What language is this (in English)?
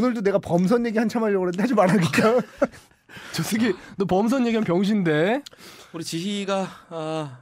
Korean